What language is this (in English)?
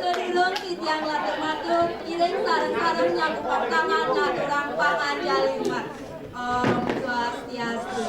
Balinese